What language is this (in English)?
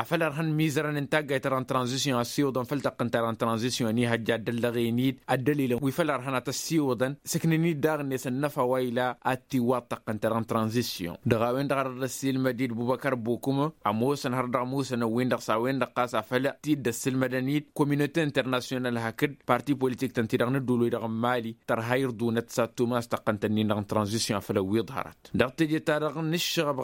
Tamasheq